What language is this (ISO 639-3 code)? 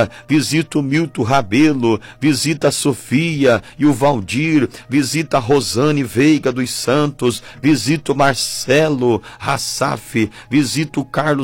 por